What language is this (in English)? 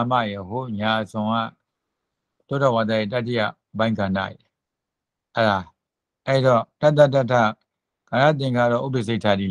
Burmese